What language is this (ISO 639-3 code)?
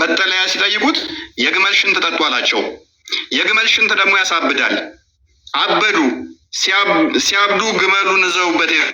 amh